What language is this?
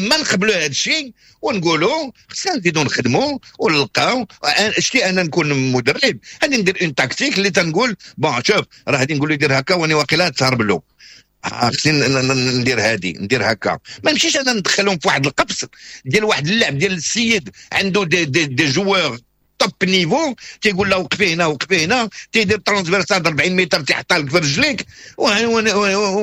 Moroccan Arabic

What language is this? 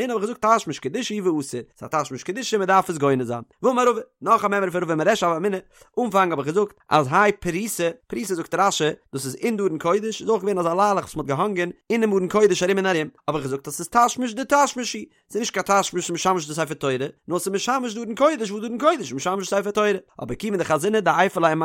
Yiddish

